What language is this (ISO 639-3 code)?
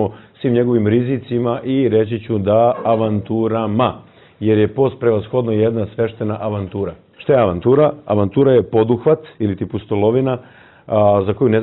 srp